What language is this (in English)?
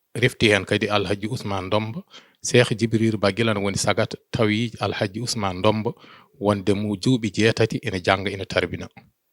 Fula